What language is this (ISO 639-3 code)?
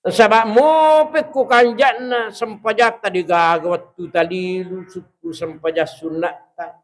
bug